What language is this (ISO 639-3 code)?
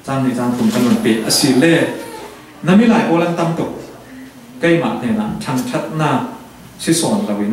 cfm